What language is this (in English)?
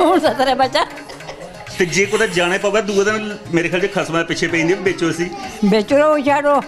Dogri